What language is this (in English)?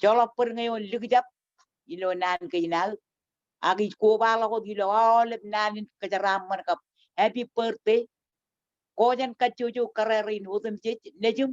Marshallese